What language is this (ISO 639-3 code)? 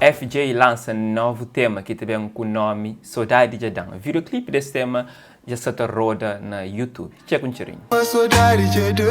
kea